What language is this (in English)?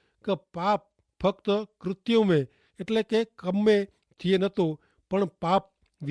Kachhi